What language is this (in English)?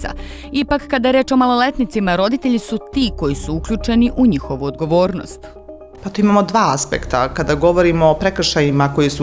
Serbian